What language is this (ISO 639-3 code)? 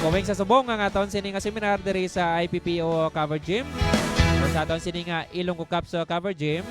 hil